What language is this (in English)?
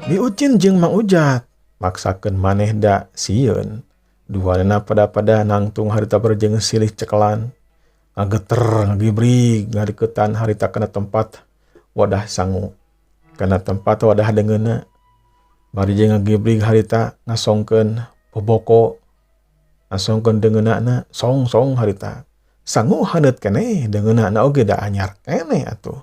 Sundanese